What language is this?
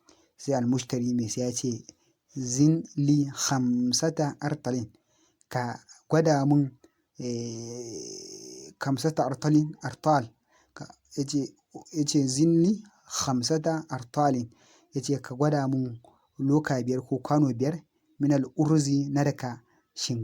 Hausa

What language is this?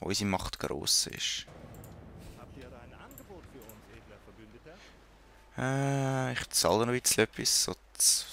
Swiss German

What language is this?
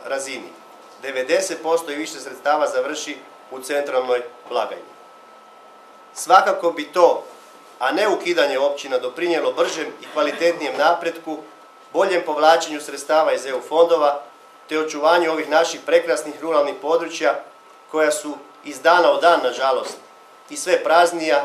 Croatian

